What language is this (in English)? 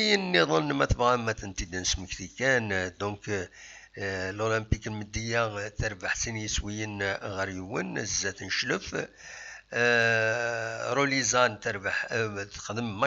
Kabyle